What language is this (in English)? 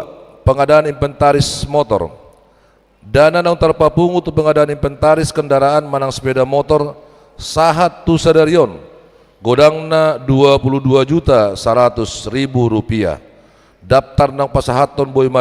Batak Toba